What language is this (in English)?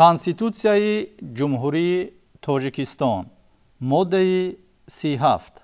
Tajik